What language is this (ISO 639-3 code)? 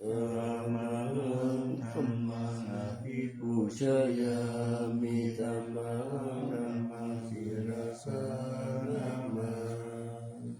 pli